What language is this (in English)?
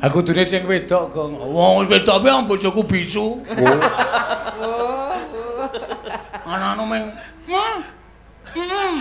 Javanese